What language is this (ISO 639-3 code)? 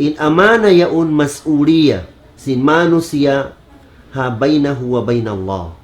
tsg